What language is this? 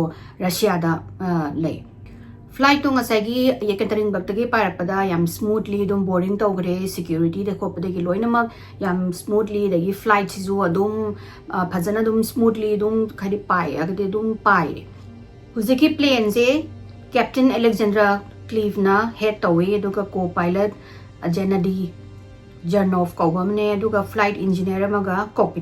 Manipuri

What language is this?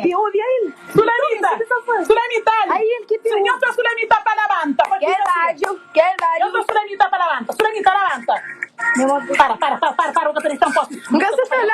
Kabuverdianu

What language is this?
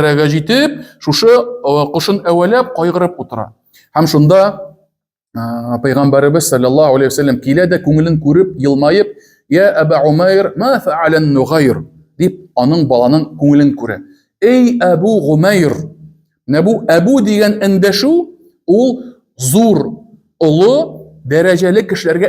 Tatar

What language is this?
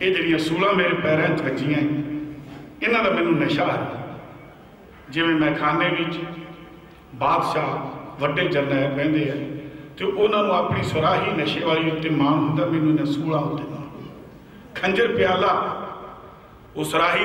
Punjabi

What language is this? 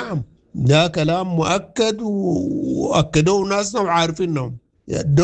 Sudanese Arabic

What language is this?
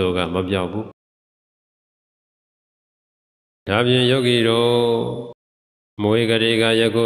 Burmese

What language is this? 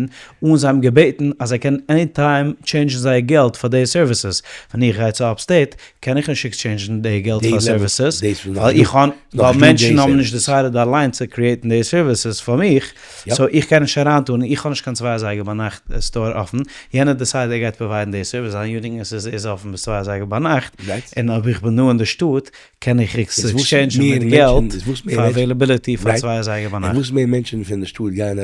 Yiddish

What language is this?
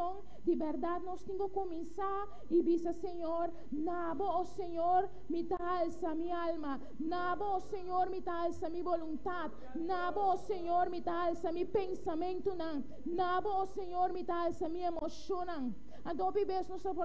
Papiamento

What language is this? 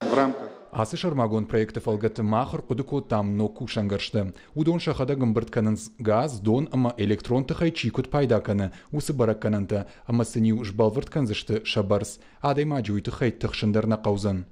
Ossetic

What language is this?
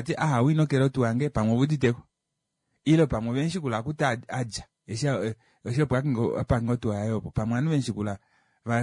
Kuanyama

